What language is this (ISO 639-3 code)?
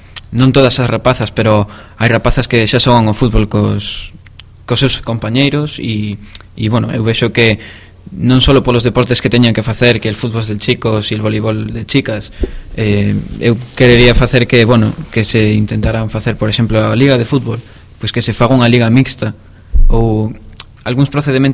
glg